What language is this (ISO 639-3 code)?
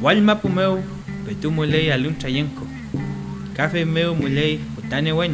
arn